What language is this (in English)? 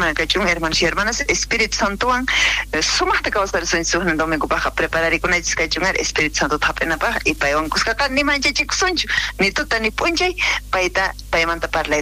South Bolivian Quechua